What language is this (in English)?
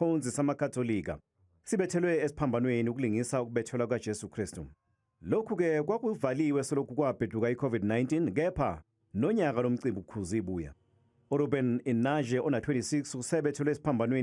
Zulu